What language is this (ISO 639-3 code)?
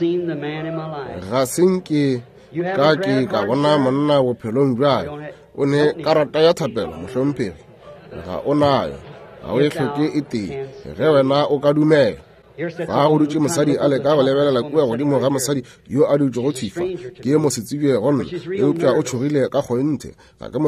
nso